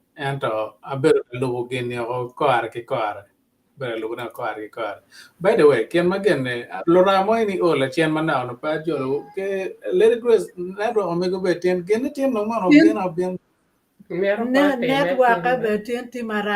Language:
Acoli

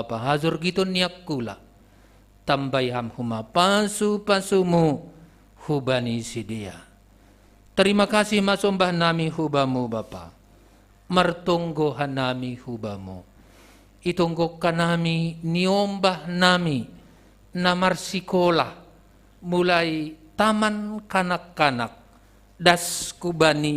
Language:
Batak Simalungun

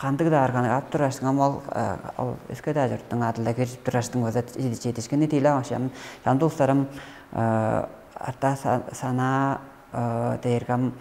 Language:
Tuvinian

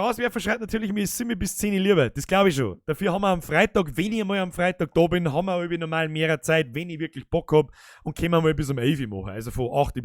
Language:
Bavarian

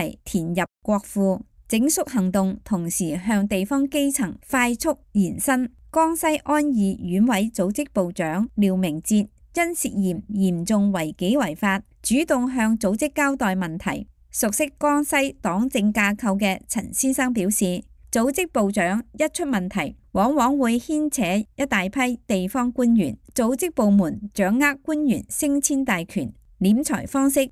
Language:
Cantonese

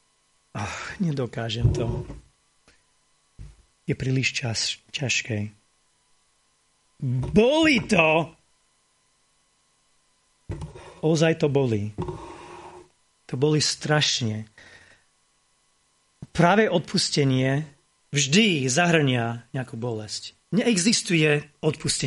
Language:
Slovak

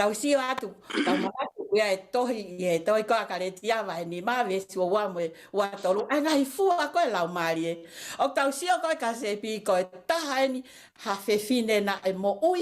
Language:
Tongan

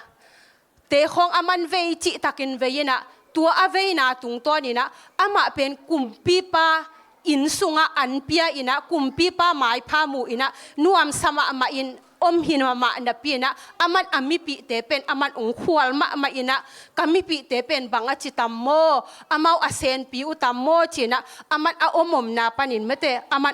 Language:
Tedim Chin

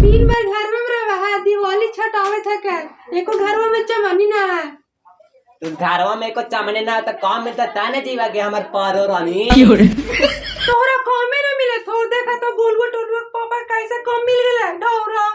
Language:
Magahi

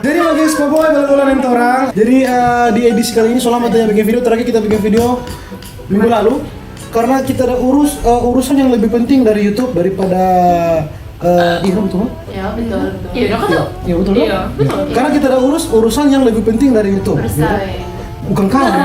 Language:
Manado Malay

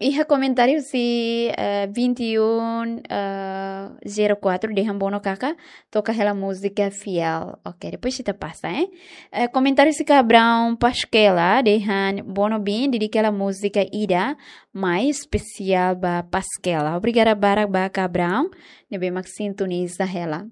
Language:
Tetum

